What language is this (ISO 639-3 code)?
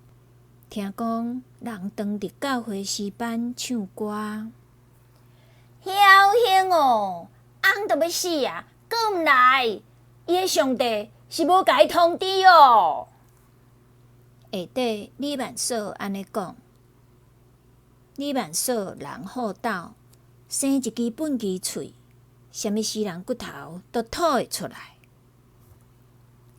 nan